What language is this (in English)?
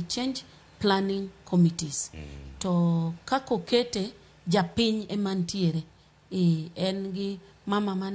Luo (Kenya and Tanzania)